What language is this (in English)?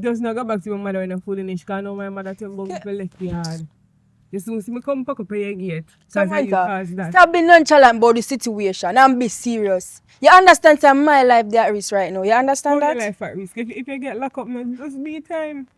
Jamaican Creole English